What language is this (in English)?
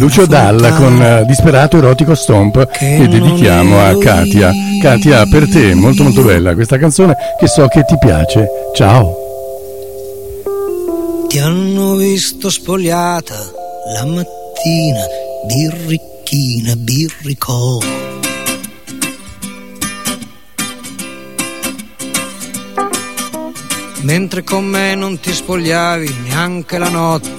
Italian